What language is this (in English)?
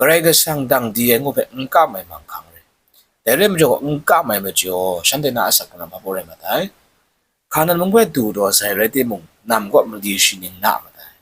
Kachin